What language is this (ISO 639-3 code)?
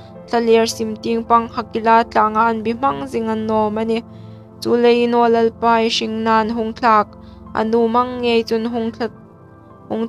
hmr